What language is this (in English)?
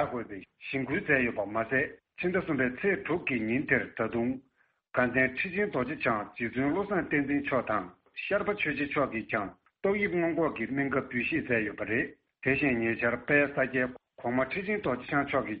Tibetan